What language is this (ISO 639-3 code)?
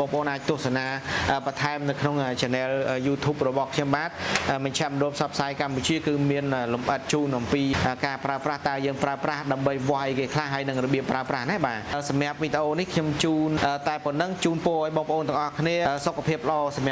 khm